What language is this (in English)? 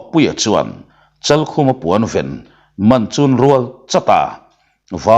Mizo